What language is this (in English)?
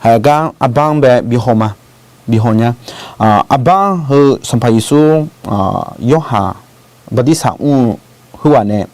Akha